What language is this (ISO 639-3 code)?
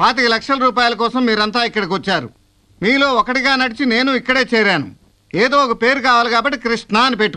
tel